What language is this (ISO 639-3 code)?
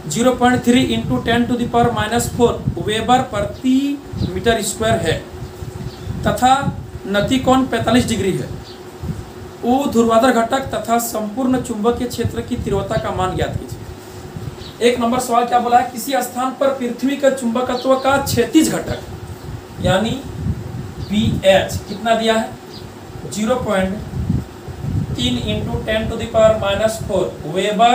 hin